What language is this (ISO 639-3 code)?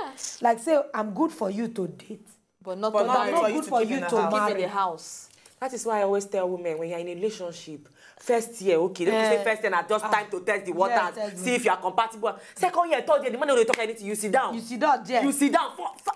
pcm